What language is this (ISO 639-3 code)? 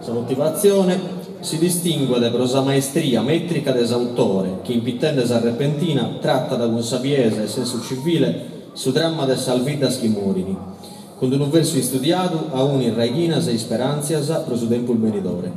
srd